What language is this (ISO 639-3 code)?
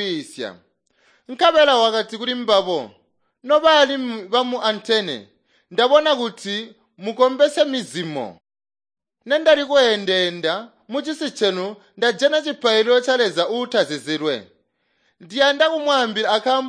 toi